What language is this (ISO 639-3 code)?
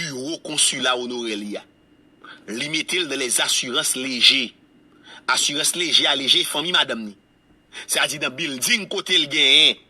hat